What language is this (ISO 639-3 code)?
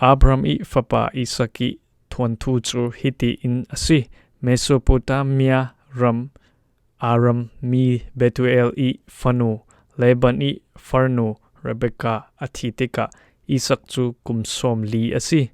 cfm